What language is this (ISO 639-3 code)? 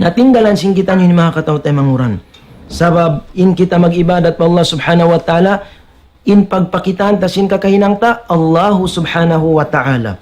tsg